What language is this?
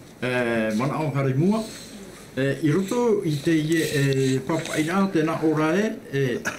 Tahitian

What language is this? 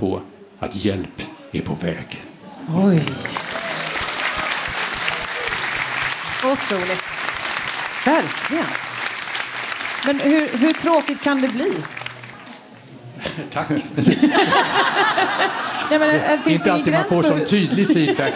Swedish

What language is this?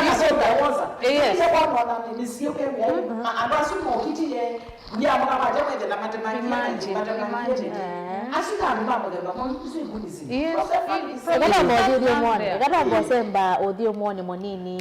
Kamba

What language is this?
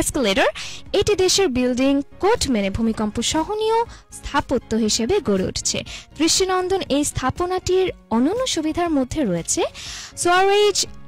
Bangla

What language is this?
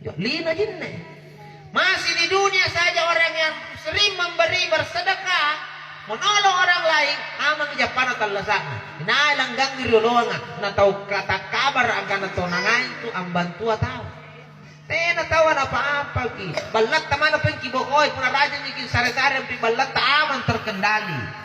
Makasar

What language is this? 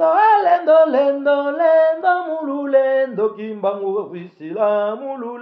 Lingala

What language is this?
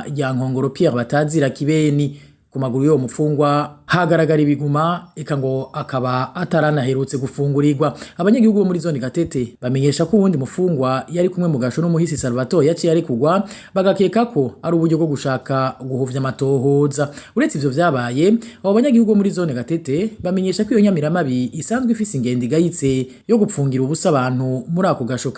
Rundi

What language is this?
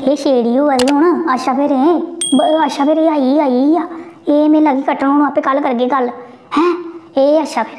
Dogri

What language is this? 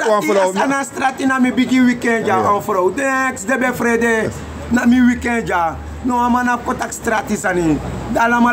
Sranan Tongo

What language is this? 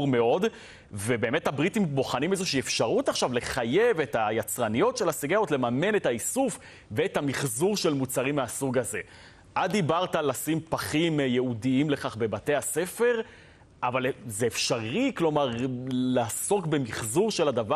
Hebrew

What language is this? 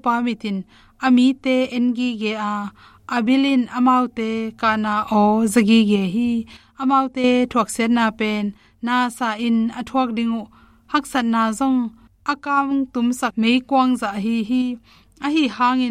Tedim Chin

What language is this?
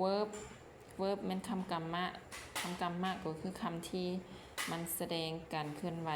Lao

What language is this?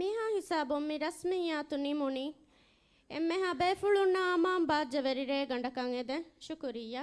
Divehi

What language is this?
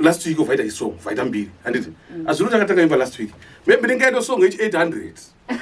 Shona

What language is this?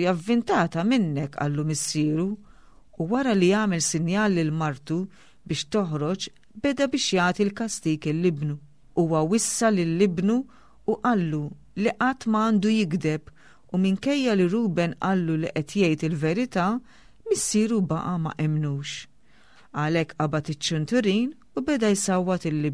Maltese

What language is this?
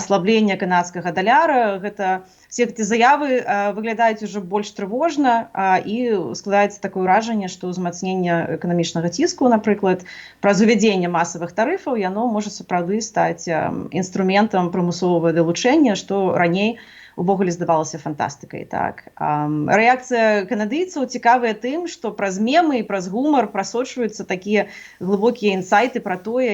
Belarusian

